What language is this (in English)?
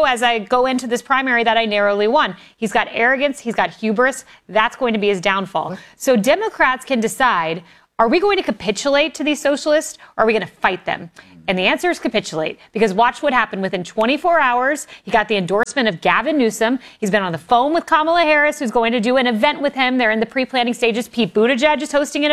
English